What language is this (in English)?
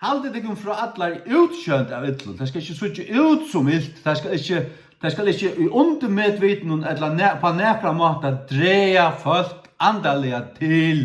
Faroese